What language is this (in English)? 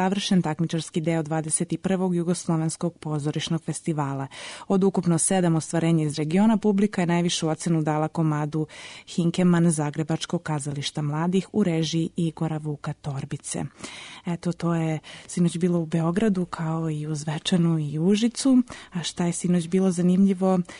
Serbian